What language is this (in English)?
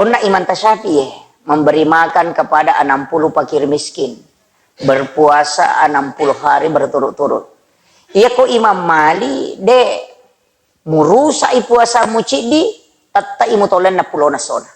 Buginese